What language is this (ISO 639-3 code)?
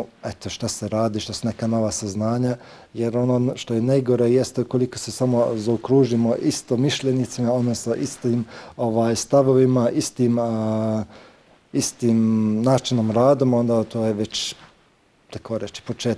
bos